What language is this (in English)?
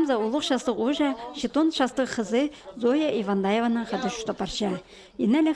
Khakas